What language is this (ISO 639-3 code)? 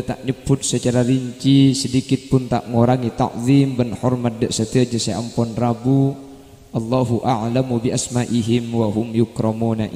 mad